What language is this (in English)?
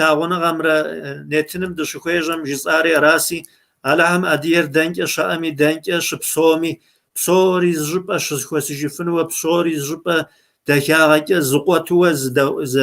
Kabardian